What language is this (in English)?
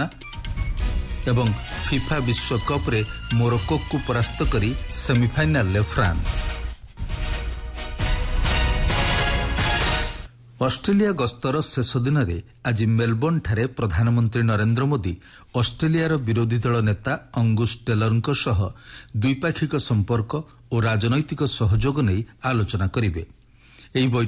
Odia